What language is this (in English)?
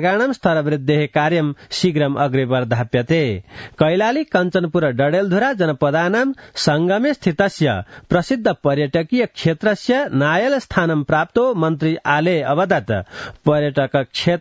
Sanskrit